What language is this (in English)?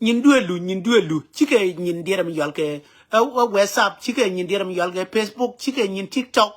Nuer